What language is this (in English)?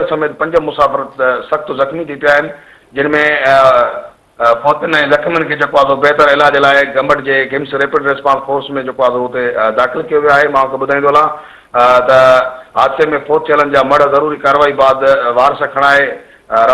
Sindhi